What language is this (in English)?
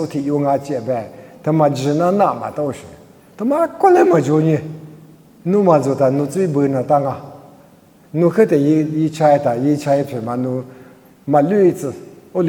Lisu